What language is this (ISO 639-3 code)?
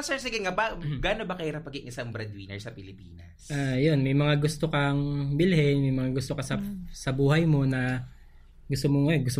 fil